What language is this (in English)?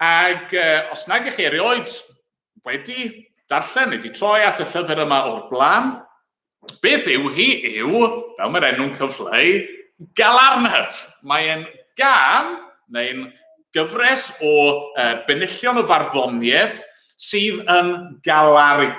Welsh